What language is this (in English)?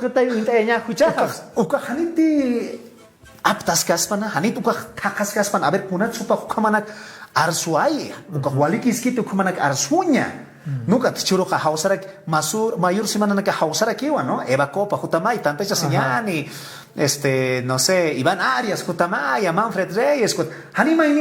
Aymara